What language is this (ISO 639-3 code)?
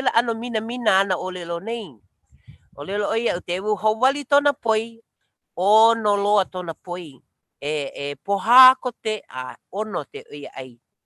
haw